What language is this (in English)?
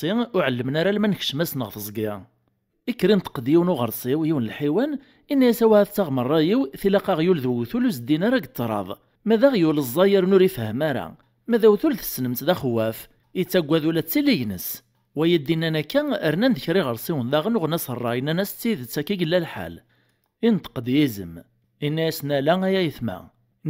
Kabyle